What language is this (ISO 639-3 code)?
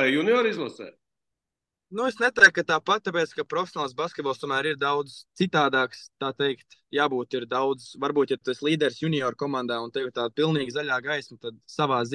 lav